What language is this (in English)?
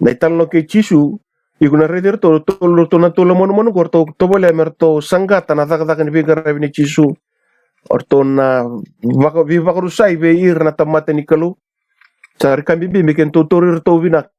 Fijian